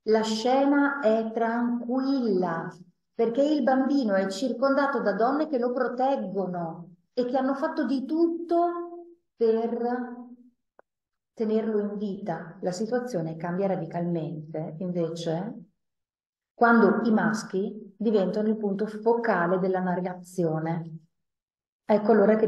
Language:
Italian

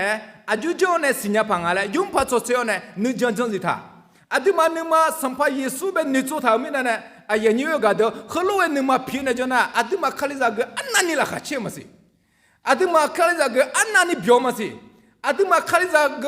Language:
Akha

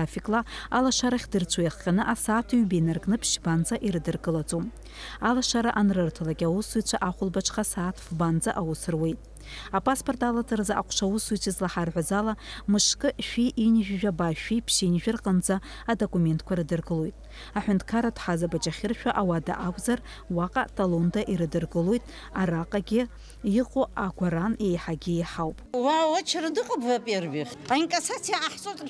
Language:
Abkhazian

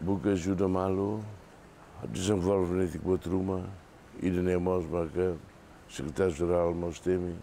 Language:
Tetum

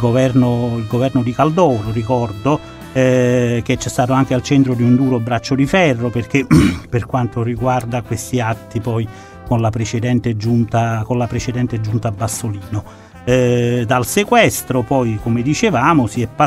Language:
Italian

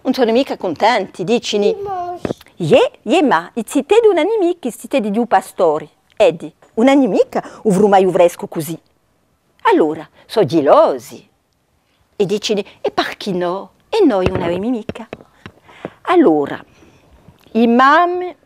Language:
Corsican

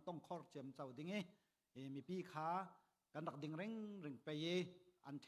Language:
Falam Chin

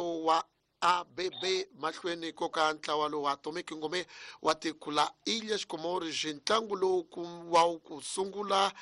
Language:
Tsonga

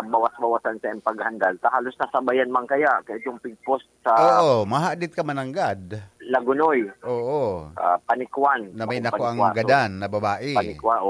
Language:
Bikol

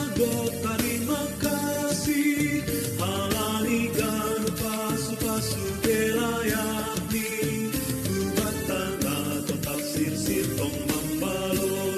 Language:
Batak Simalungun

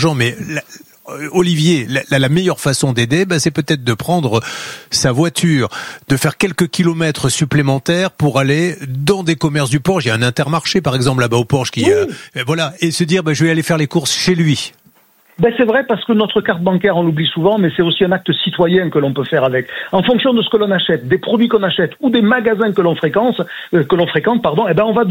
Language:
French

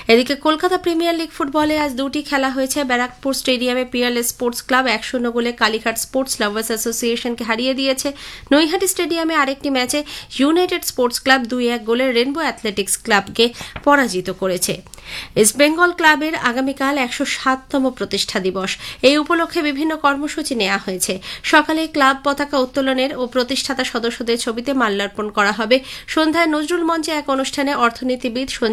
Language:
Bangla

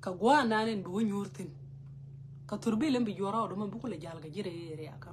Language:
Nuer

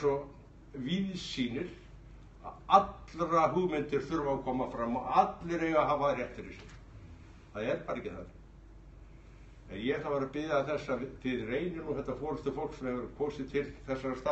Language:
Icelandic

